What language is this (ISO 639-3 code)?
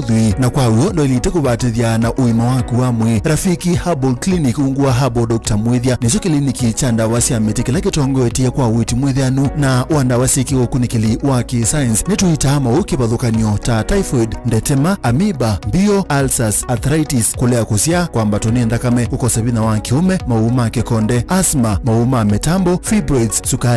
kam